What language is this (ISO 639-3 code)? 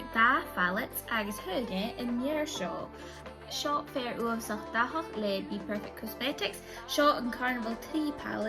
gla